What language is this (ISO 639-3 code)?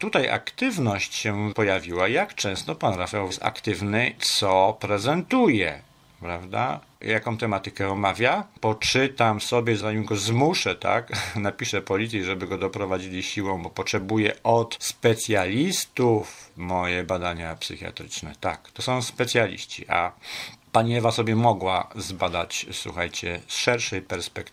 pol